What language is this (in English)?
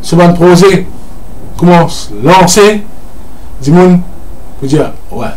Morisyen